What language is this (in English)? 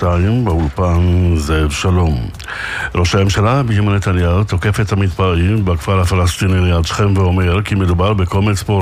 Hebrew